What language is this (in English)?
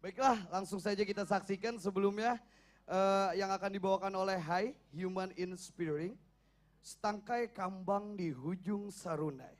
Banjar